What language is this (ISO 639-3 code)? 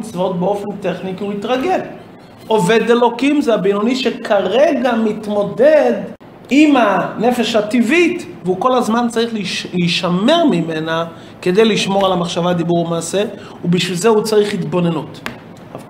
heb